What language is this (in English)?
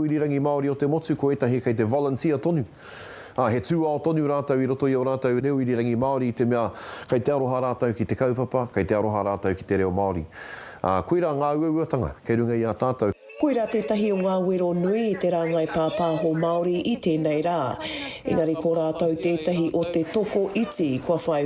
Māori